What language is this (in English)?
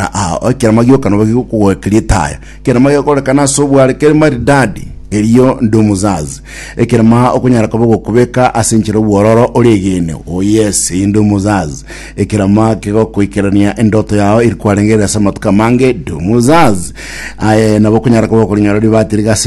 Gusii